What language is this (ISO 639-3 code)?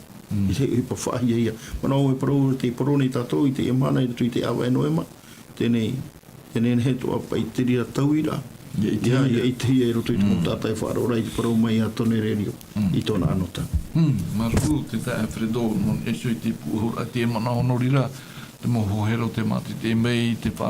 tah